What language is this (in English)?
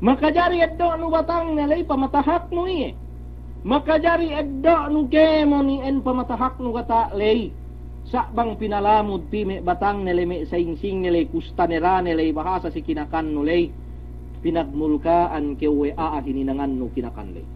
Yakan